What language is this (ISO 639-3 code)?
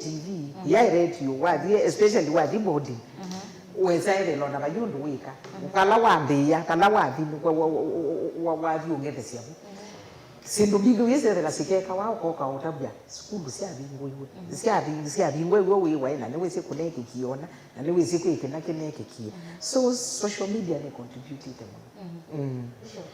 kam